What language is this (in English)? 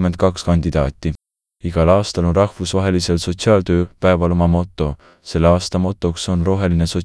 Estonian